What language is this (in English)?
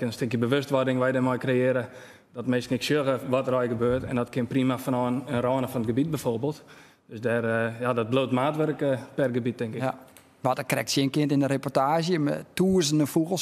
Western Frisian